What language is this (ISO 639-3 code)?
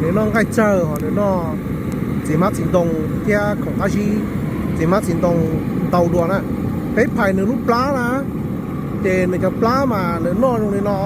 hmn